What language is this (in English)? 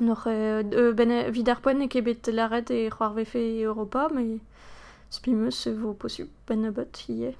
Breton